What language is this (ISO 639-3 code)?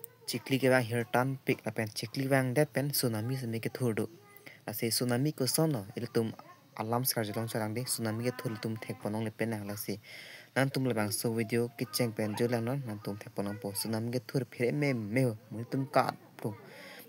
mjw